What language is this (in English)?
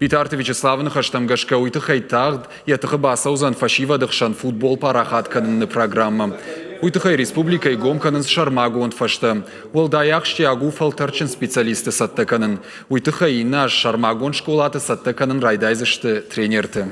Ossetic